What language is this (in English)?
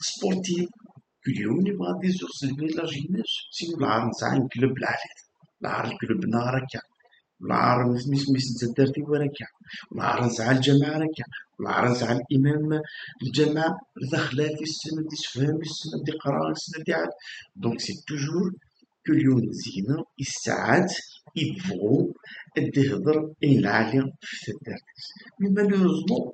Kabyle